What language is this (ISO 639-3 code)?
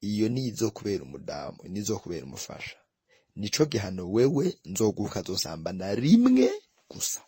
run